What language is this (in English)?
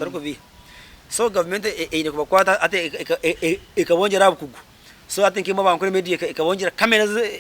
Nyankole